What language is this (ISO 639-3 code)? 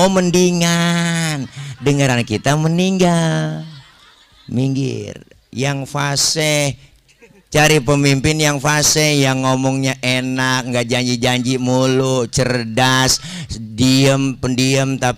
bew